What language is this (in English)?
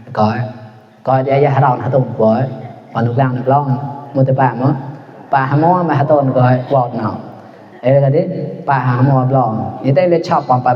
Mon